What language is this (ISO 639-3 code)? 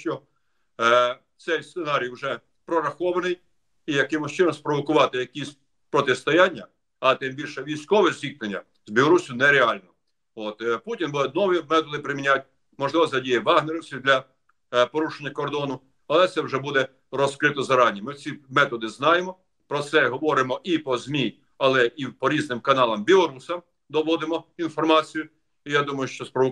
ukr